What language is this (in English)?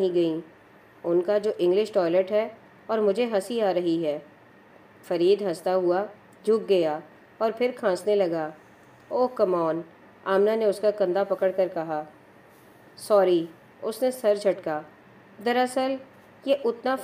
Urdu